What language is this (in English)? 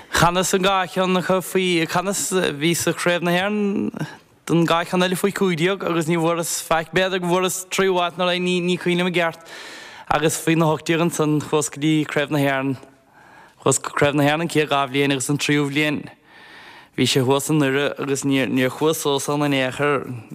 Irish